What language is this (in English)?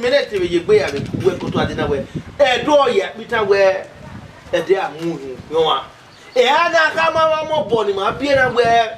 Bini